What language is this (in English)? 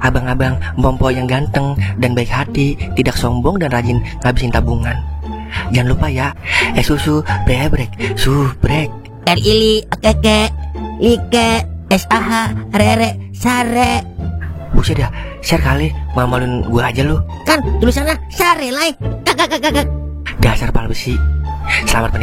Betawi